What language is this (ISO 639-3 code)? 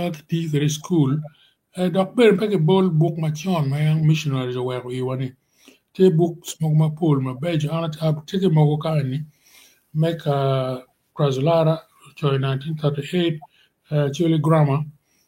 ach